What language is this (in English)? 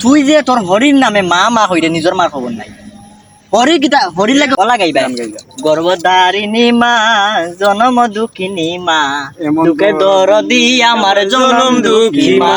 Sylheti